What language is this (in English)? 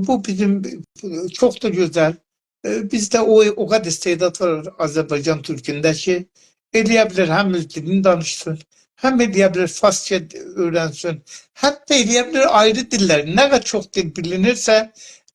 South Azerbaijani